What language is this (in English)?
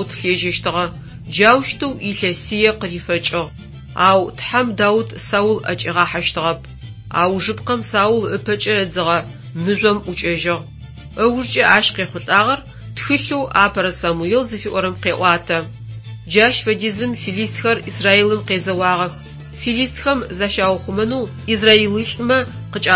Adyghe